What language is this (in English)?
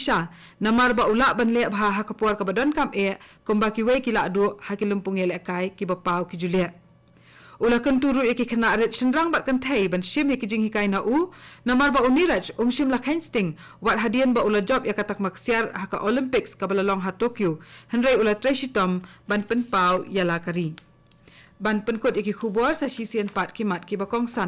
Khasi